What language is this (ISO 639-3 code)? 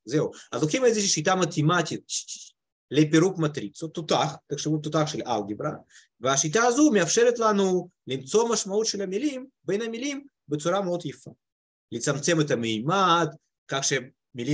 heb